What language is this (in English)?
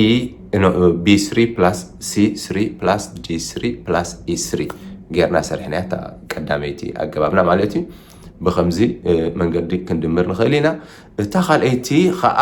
Tigrinya